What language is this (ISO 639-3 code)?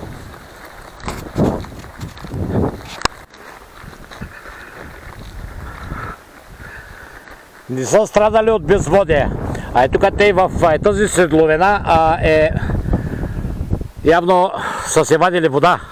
bul